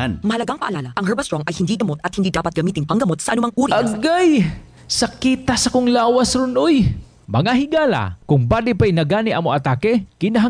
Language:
Cebuano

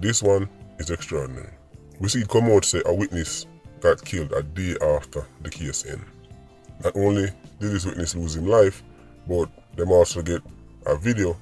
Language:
Jamaican Creole English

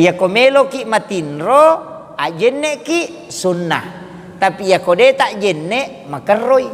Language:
Buginese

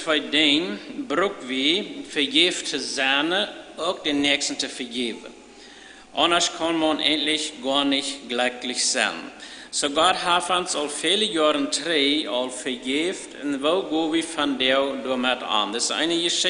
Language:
Plautdietsch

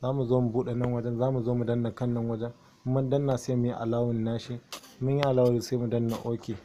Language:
Hausa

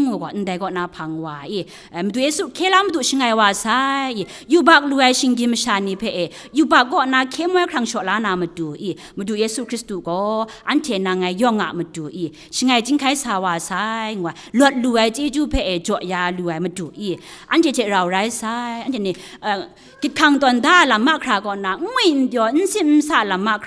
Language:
Kachin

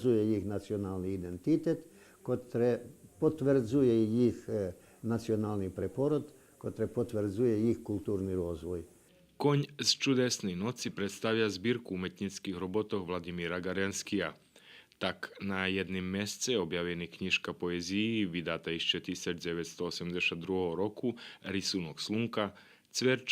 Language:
Rusyn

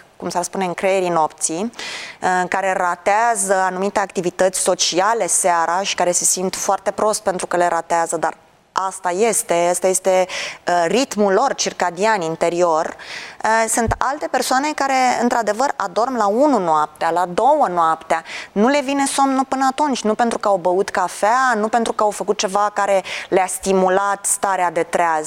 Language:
Romanian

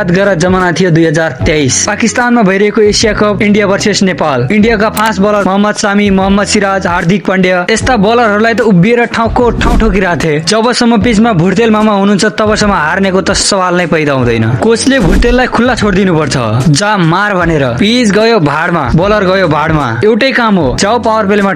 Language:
Nepali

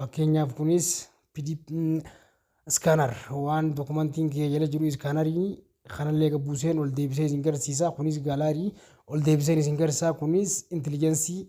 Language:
Oromo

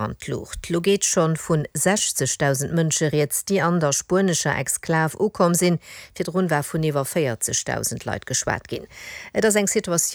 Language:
Luxembourgish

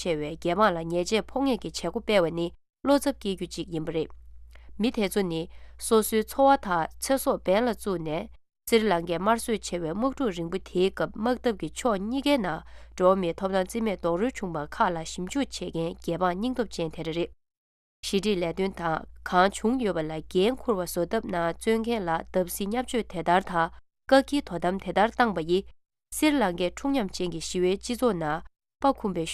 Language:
Tibetan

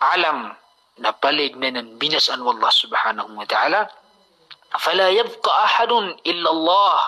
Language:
Maranao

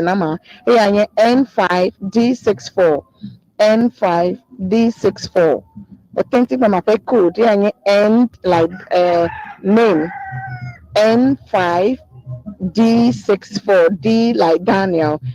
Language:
Ewe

